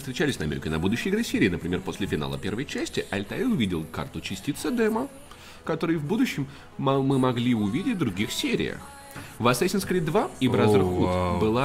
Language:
Russian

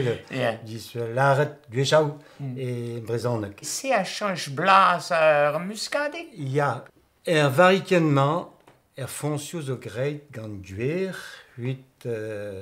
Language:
Breton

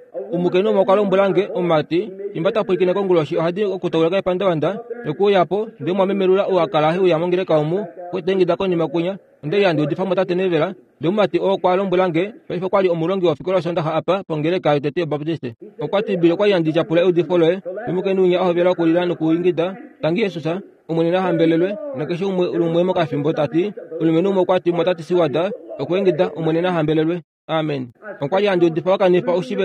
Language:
Kuanyama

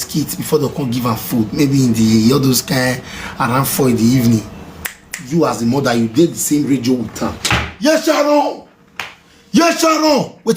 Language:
Nigerian Pidgin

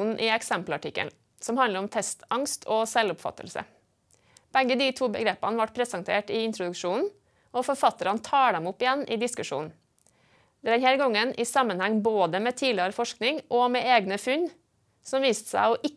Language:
Norwegian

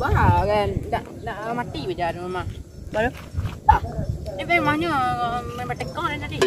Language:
Minangkabau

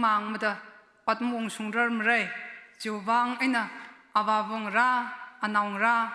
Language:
Tangkhul Naga (India)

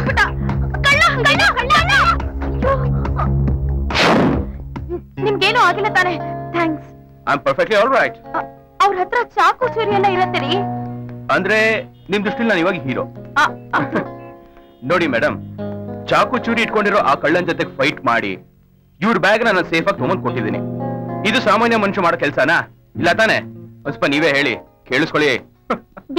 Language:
Kannada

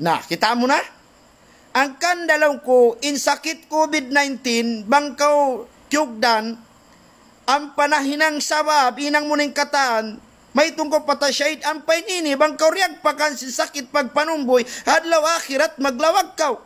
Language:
Tausug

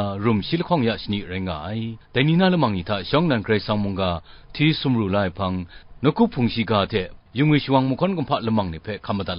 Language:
Kachin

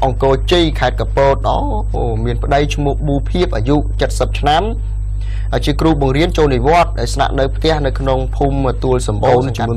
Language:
Khmer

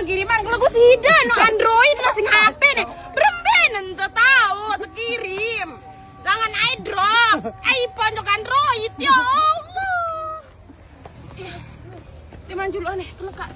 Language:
Sasak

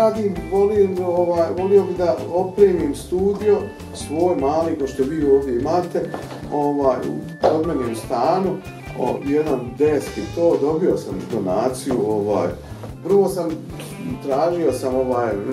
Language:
Bosnian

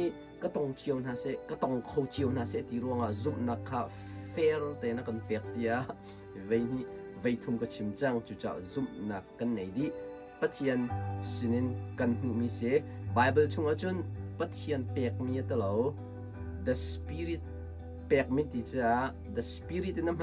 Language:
Hakha Chin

